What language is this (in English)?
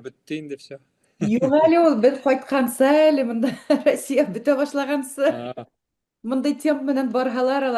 Bashkir